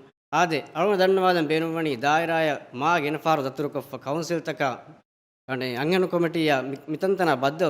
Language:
Divehi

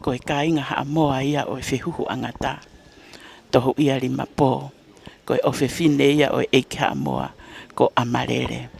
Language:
Tongan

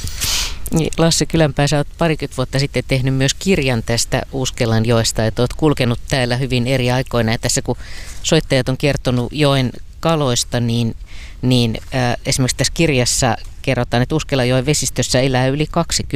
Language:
Finnish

